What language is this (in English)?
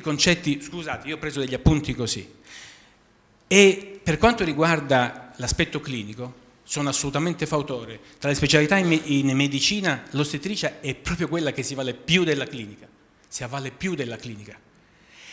Italian